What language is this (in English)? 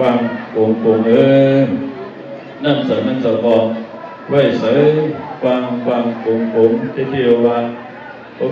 Shan